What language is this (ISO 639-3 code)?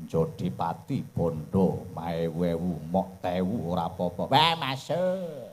jav